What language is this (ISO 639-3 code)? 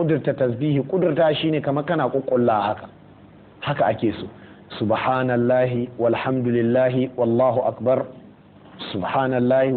hau